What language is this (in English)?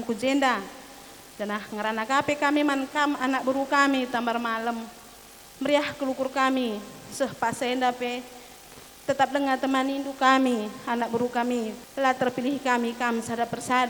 Batak Karo